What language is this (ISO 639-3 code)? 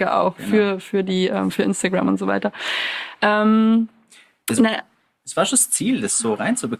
deu